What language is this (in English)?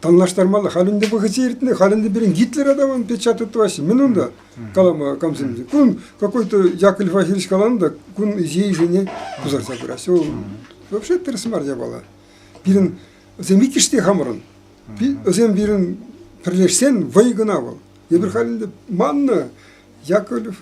Chuvash